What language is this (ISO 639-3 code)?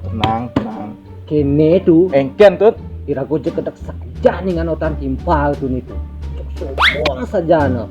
ban